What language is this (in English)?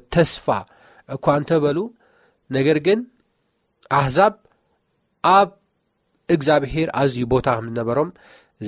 Tigrinya